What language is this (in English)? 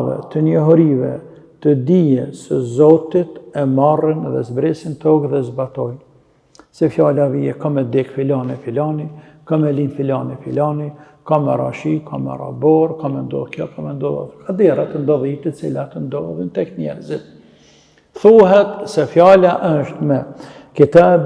Albanian